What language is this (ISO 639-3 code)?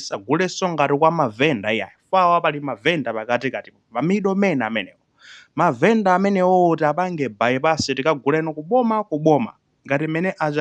nya